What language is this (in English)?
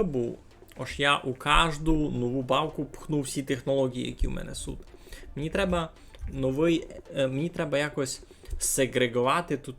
Rusyn